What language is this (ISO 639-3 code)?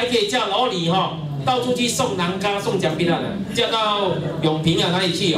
zho